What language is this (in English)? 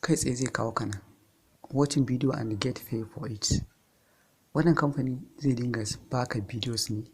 Hausa